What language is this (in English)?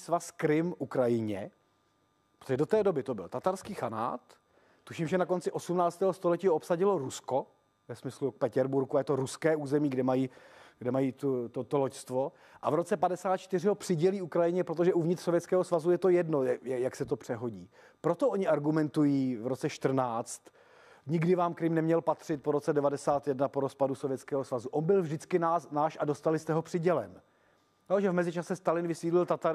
Czech